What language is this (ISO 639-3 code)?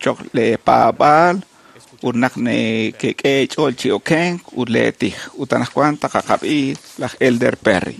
kek